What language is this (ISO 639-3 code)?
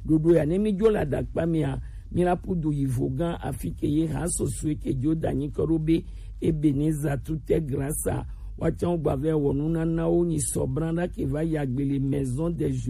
gej